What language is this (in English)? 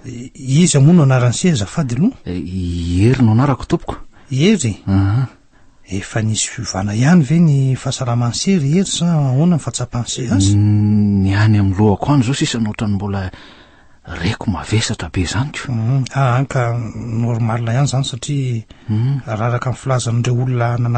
Malagasy